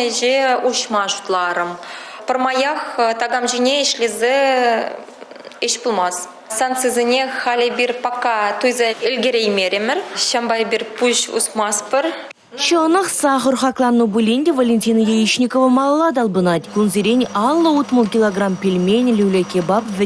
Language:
Chuvash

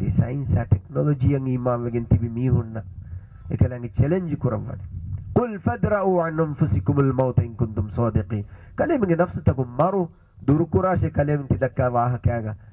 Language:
Divehi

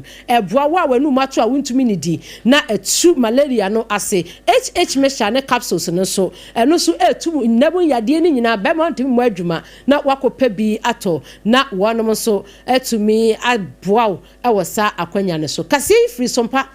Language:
Akan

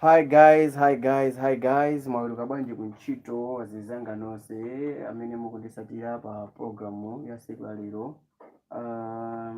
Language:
Nyanja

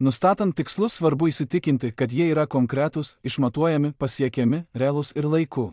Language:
Lithuanian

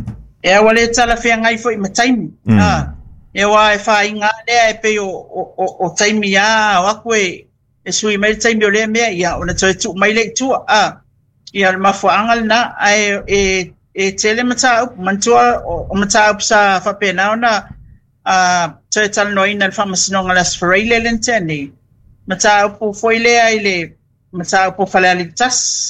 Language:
Samoan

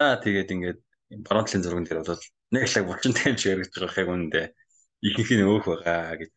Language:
Mongolian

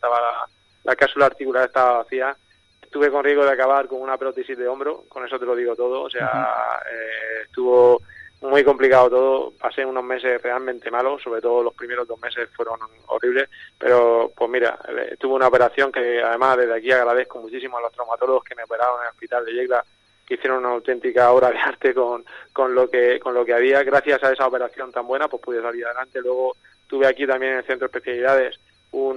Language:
Spanish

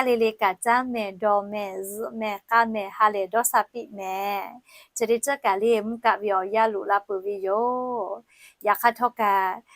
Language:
Lahu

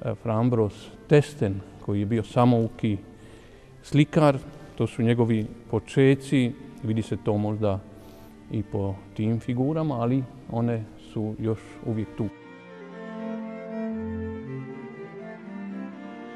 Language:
Croatian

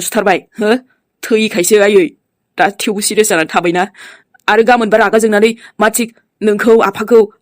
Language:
Bodo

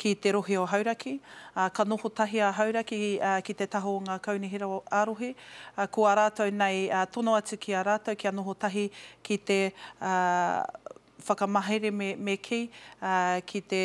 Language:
Māori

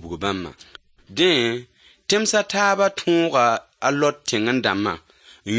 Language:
Mossi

